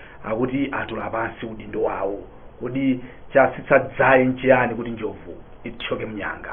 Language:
Nyanja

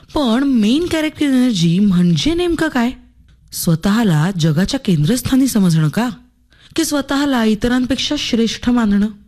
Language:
Marathi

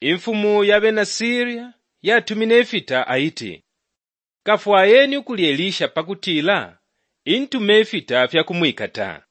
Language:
Bemba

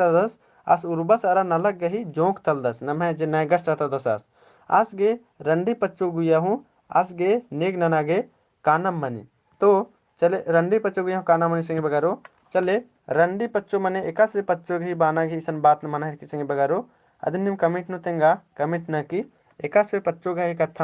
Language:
Kurukh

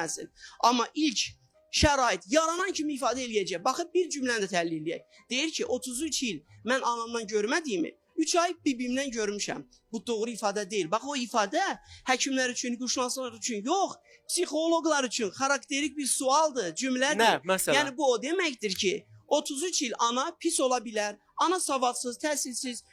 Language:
Azerbaijani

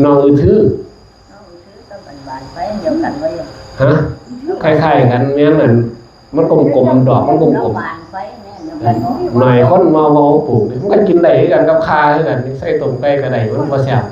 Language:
Northeastern Thai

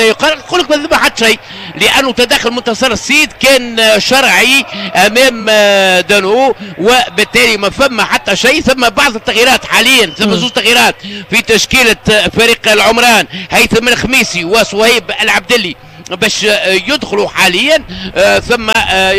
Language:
Tunisian Arabic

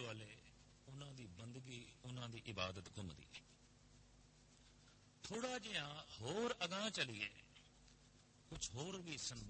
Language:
Punjabi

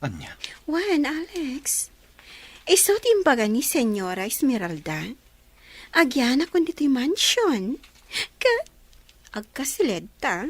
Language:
Iloko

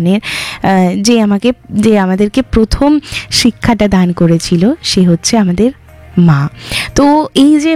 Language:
Bangla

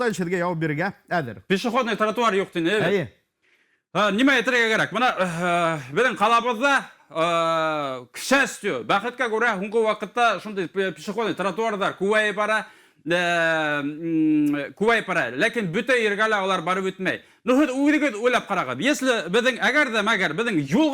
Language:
Bashkir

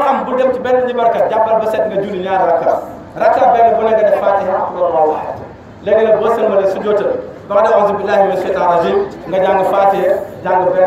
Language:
Wolof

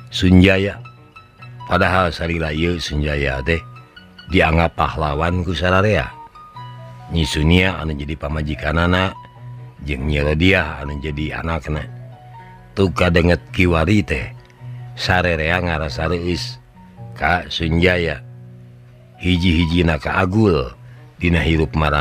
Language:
Sundanese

